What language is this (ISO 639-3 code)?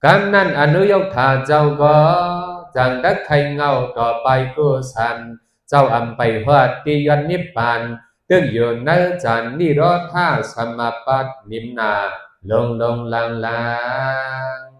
shn